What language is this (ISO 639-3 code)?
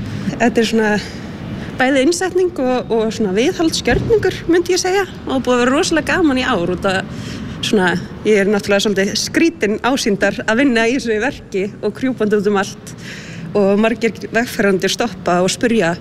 isl